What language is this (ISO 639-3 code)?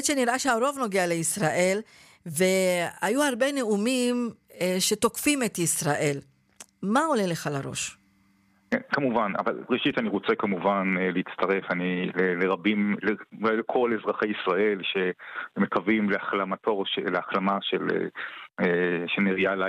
heb